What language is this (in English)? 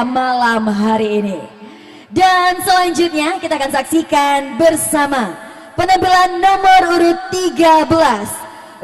Nias